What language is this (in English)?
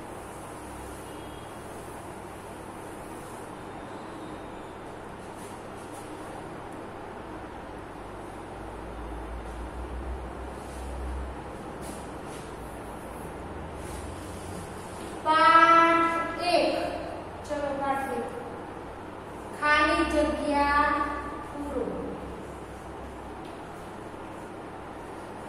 Gujarati